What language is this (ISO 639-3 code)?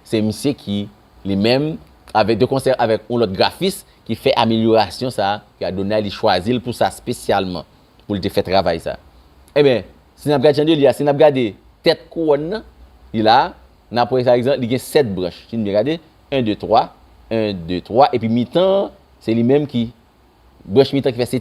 hat